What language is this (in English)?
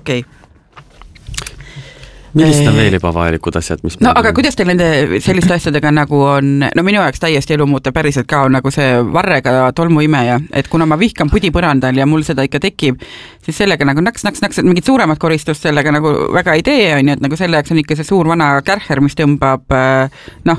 Estonian